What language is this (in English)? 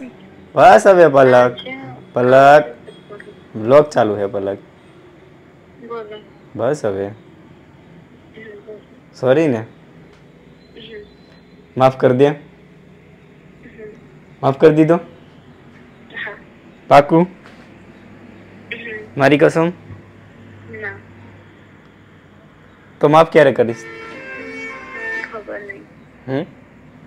Gujarati